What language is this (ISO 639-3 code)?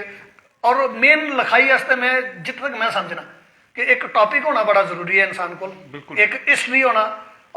doi